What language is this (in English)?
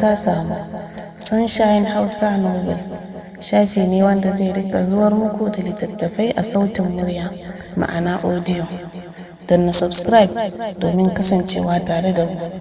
Hausa